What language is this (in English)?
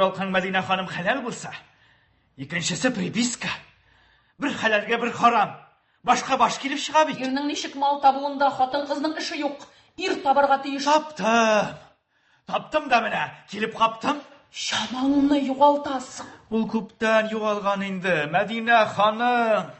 Tatar